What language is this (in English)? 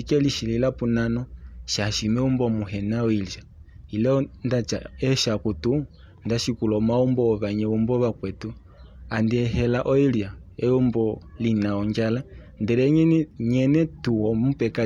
Kuanyama